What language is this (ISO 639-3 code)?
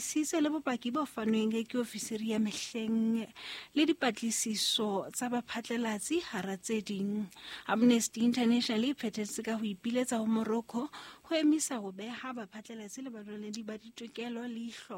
sot